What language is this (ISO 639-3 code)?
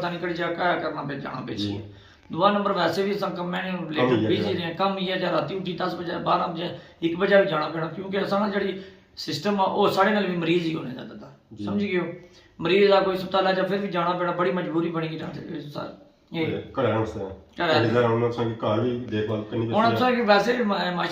phr